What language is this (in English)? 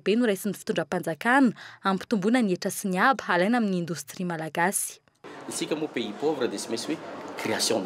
Malagasy